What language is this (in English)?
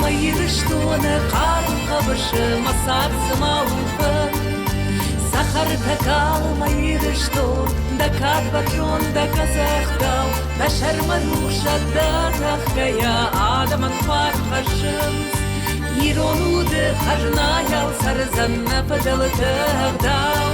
Ossetic